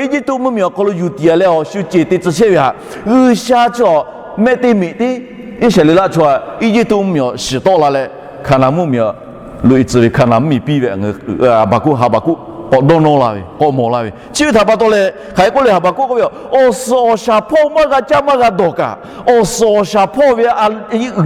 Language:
Lahu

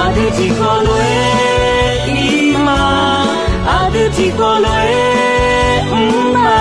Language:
Akha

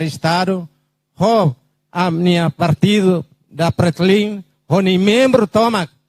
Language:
Tetum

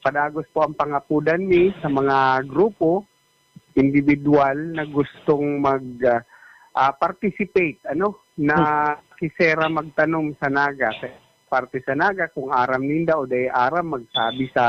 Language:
Bikol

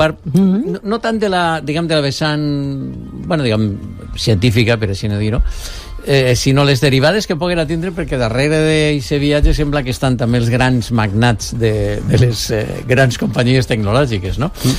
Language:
Catalan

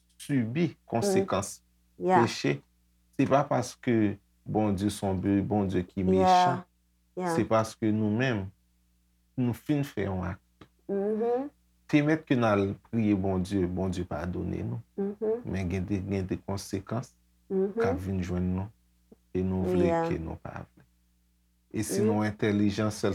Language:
Haitian Creole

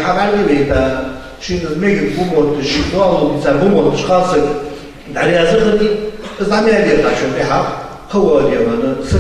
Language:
Ingush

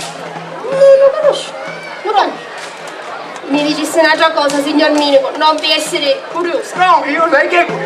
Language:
Sicilian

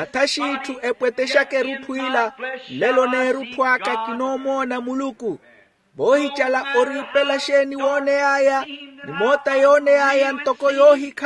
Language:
Makhuwa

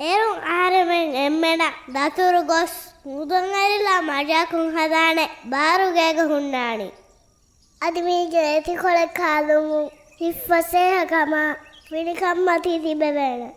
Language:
Divehi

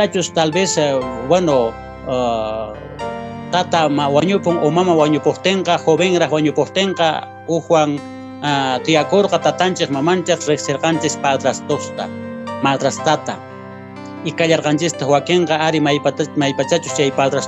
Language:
Quechua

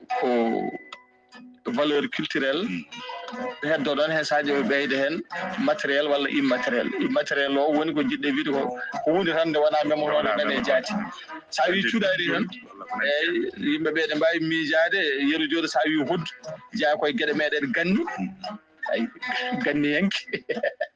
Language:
Fula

